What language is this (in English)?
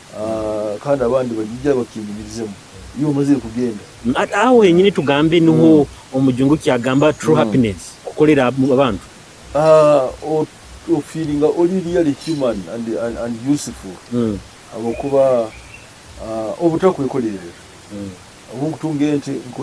Nyoro